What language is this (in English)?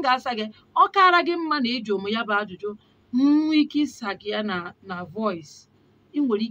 Igbo